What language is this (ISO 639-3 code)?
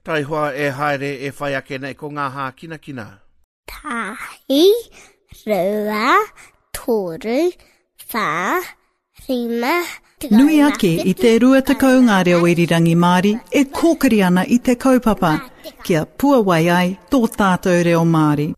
mri